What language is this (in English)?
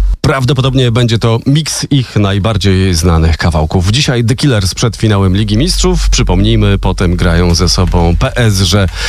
Polish